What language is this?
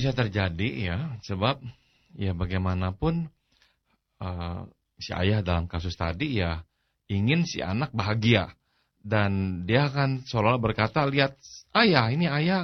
Indonesian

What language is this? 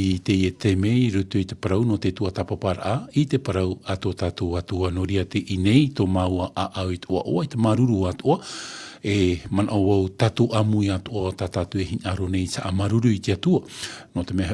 Tahitian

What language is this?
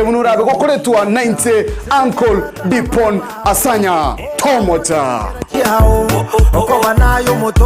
Gusii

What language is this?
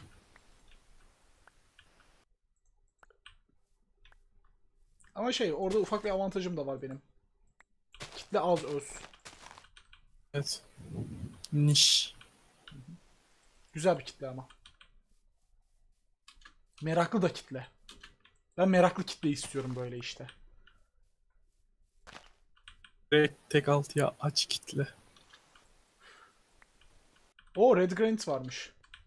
Turkish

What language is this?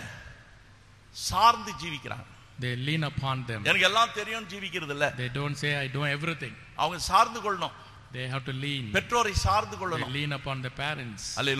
Tamil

